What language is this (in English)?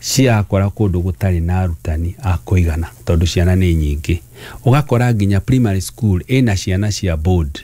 Kikuyu